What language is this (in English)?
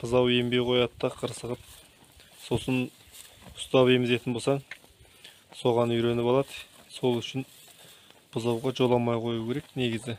Kazakh